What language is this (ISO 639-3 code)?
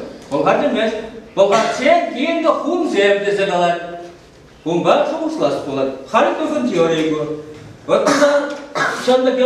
chv